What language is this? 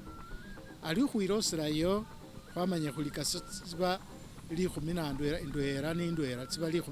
Masaaba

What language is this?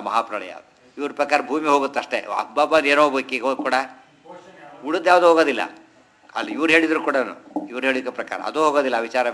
Kannada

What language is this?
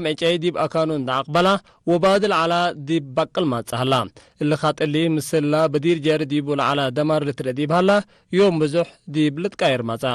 Tigre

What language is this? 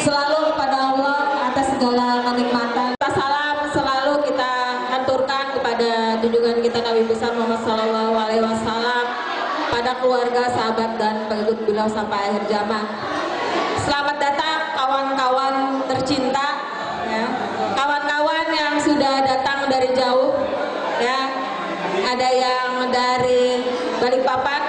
Banjar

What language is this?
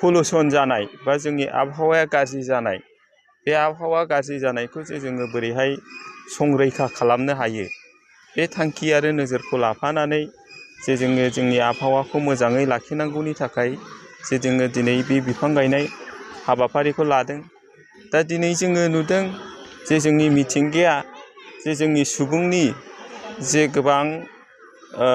Bodo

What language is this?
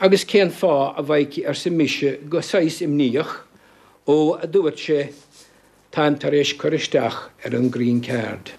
Irish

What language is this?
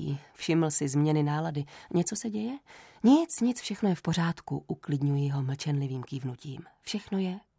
Czech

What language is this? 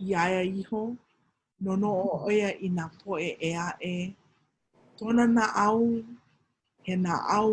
Hawaiian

